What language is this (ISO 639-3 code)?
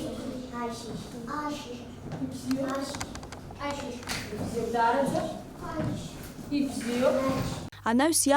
abk